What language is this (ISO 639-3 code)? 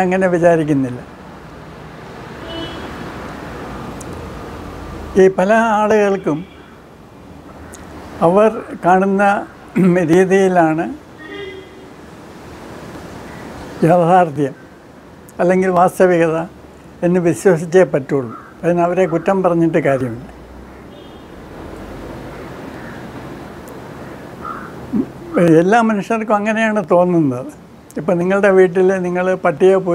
mal